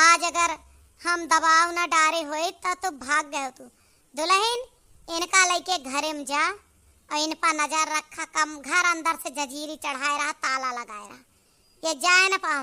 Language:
Awadhi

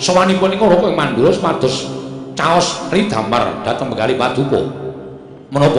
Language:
Javanese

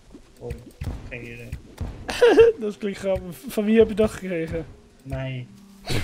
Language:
Dutch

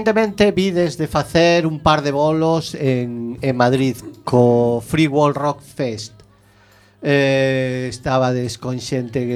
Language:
Galician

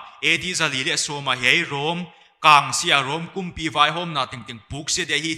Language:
Paite Chin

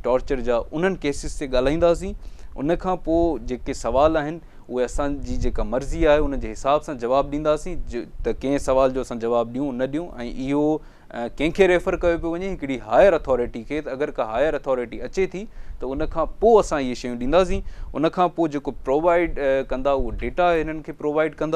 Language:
Sindhi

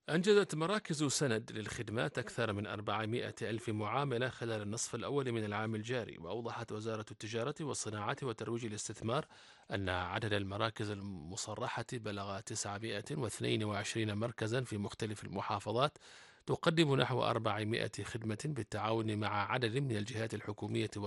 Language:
Arabic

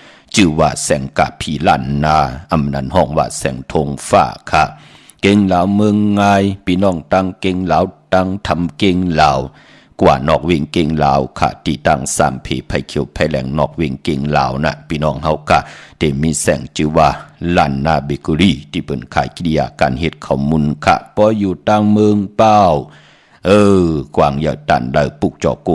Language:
Shan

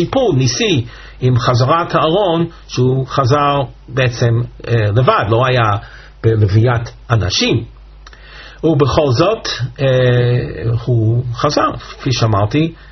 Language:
Hebrew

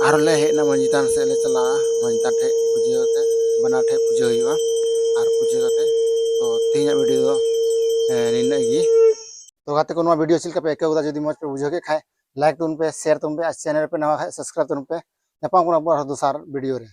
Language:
Santali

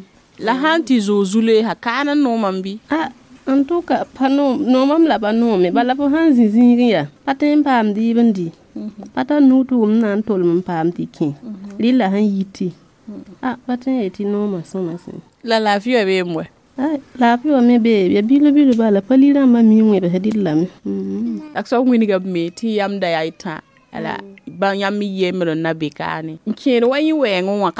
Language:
Mossi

